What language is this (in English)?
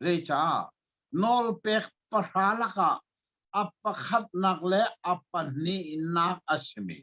Hakha Chin